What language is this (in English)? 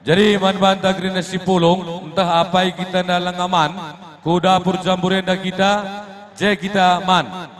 Batak Karo